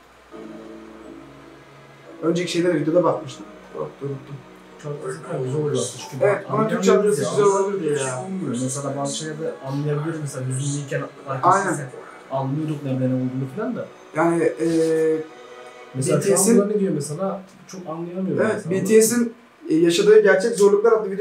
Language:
Turkish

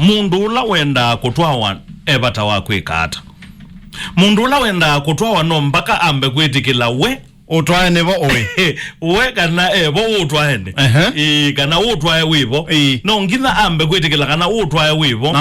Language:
Kamba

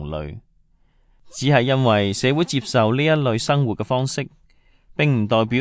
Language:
Cantonese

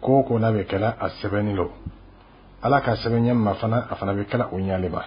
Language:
Bambara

